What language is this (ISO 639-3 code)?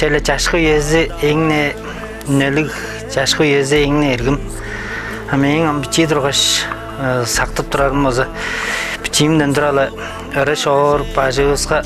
tyv